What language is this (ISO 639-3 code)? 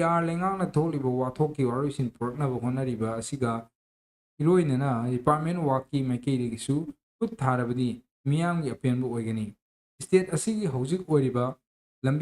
mni